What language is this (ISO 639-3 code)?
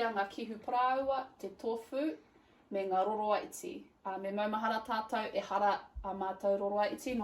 mri